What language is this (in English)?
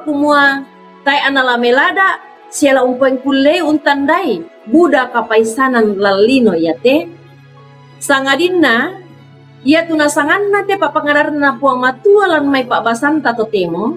Toraja-Sa'dan